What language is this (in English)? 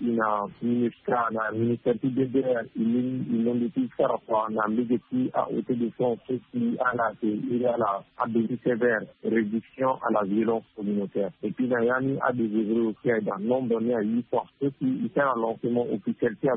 Sango